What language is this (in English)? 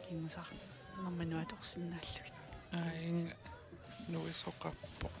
Kalaallisut